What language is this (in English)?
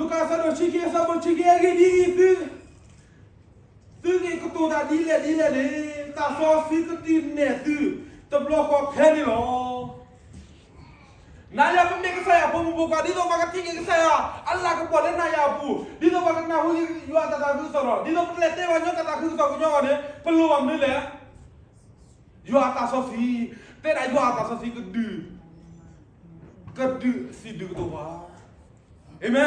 S'gaw Karen